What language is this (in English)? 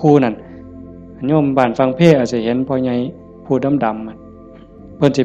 Northeastern Thai